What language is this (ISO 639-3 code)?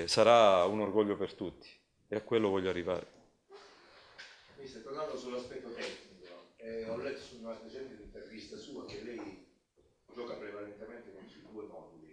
ita